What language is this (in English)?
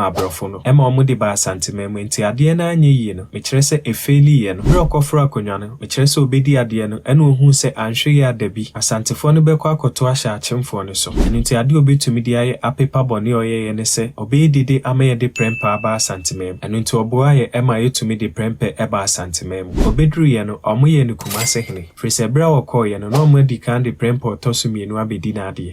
Akan